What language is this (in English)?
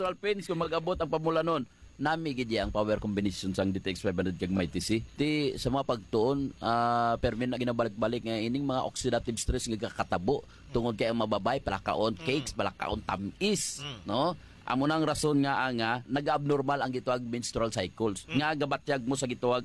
Hiligaynon